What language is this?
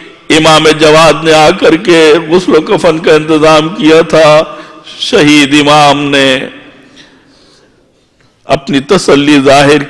Urdu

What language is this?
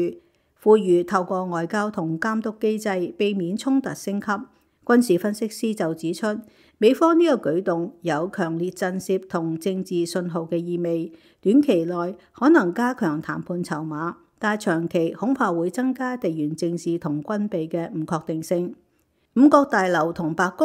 Cantonese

